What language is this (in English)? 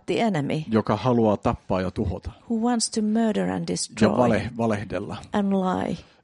Finnish